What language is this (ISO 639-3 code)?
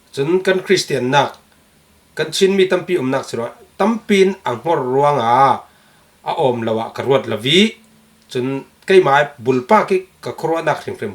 cfm